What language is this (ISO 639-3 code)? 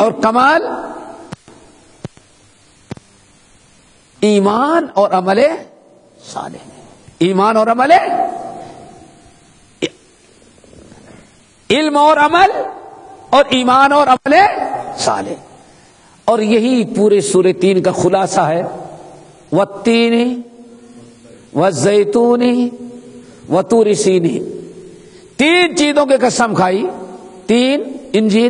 urd